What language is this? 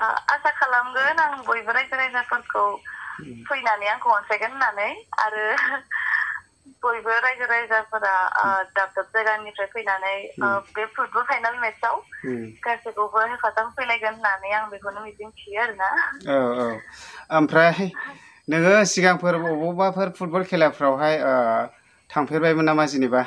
Bodo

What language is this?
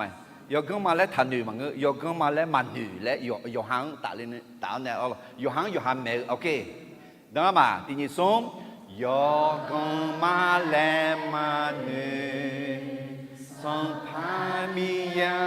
Akha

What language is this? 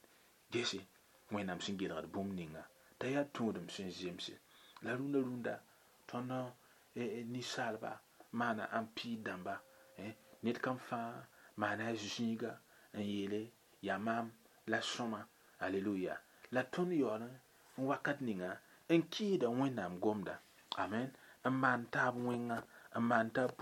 Mossi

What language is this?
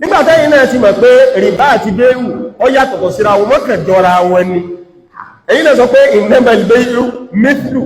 Yoruba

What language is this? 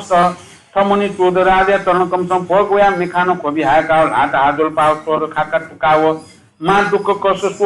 Newari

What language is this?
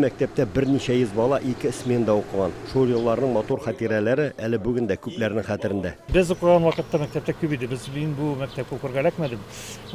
Tatar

